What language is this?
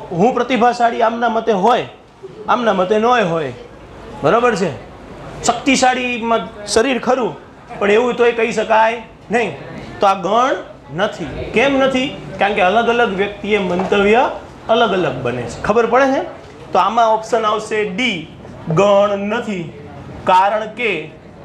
Gujarati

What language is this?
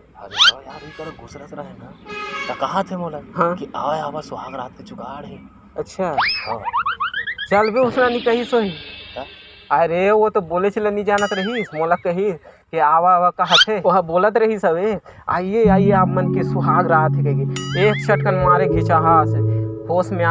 Chhattisgarhi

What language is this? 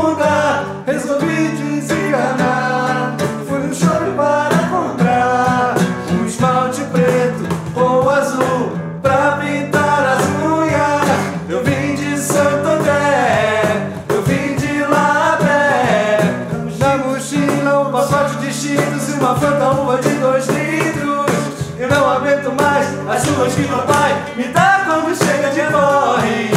Portuguese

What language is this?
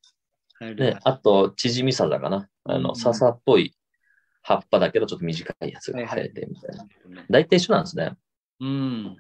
Japanese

